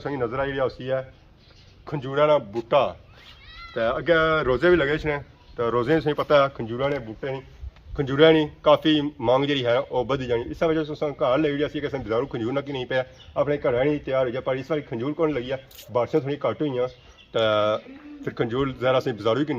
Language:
Pahari-Potwari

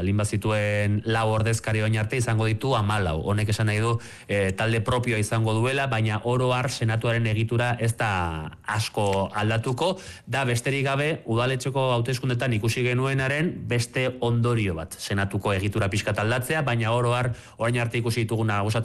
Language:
Basque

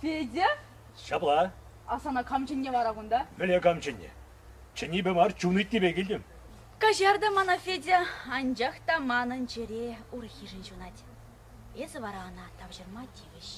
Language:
Chuvash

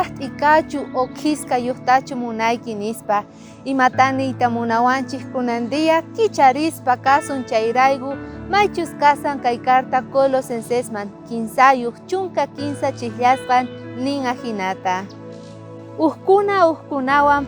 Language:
South Bolivian Quechua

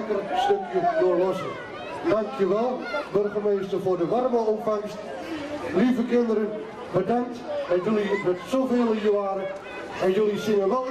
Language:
Dutch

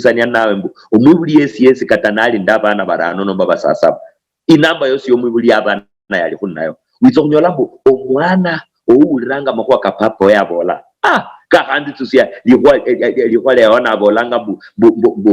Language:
Luyia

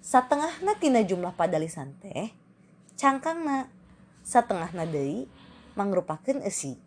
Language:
Sundanese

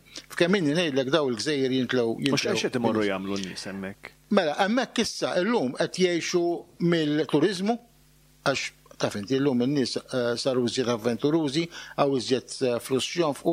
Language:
Maltese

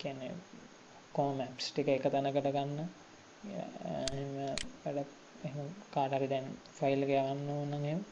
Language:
Sinhala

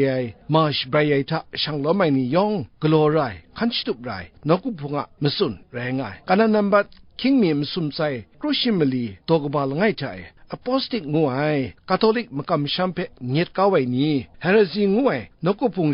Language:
Kachin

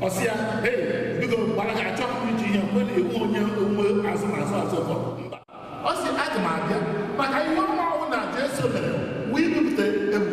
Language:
Igbo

